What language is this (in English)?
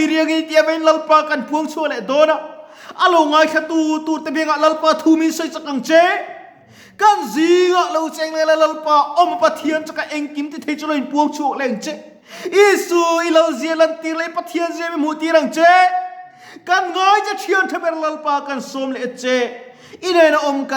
Mizo